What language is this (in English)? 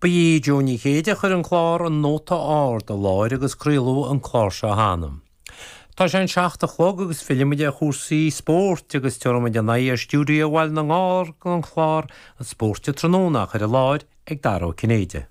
Irish